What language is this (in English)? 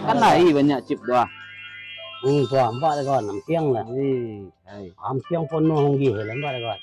Minangkabau